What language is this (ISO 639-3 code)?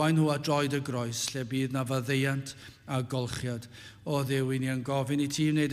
cym